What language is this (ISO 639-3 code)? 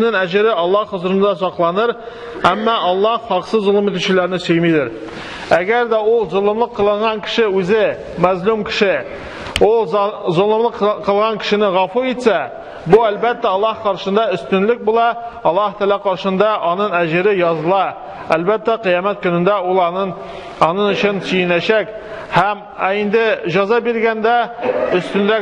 tat